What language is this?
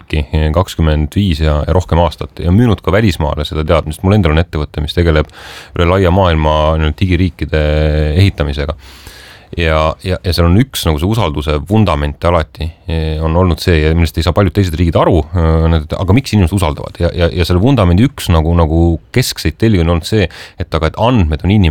Estonian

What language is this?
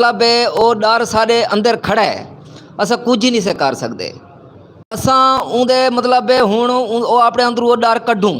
Western Panjabi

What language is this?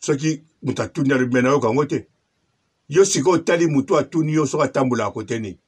Lingala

